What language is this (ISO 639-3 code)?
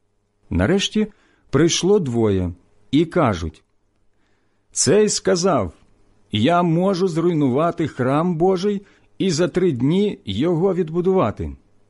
ukr